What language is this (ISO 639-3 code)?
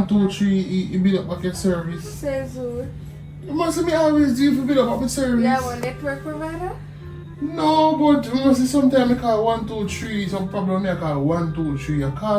jam